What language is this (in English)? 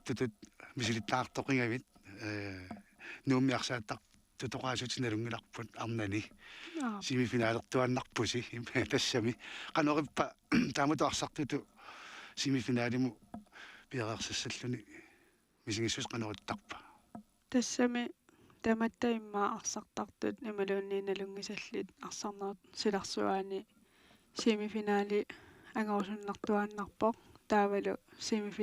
Kalaallisut